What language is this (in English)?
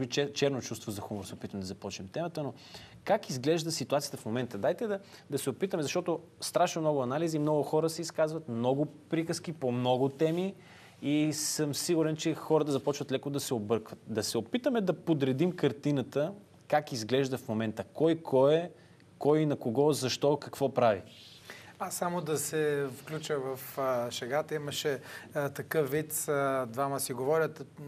Bulgarian